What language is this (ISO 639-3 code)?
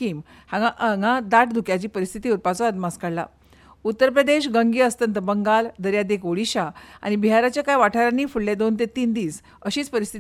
kok